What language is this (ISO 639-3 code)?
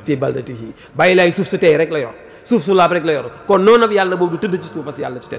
wol